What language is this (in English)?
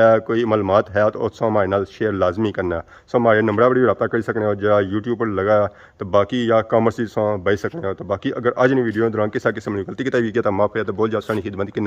Pahari-Potwari